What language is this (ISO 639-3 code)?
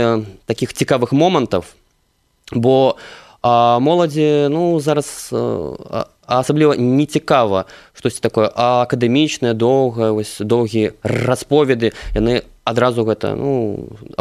bel